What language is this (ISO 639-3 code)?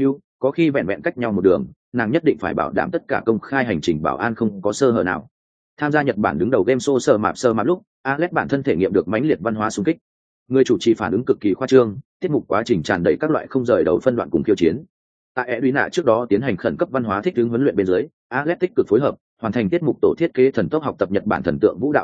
vie